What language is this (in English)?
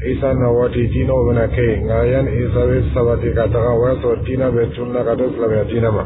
Dyula